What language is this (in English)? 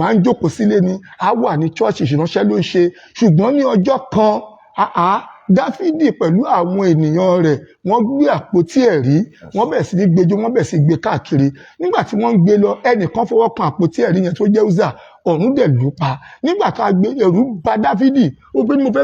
Yoruba